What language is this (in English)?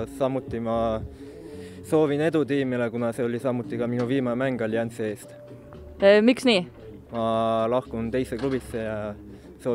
Estonian